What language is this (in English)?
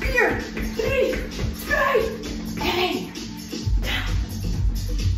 Dutch